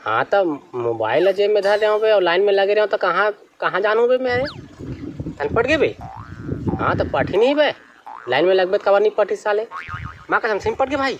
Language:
Chhattisgarhi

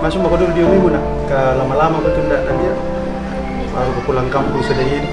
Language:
Makassar Malay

